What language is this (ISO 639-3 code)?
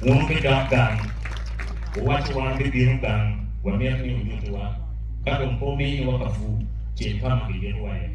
ach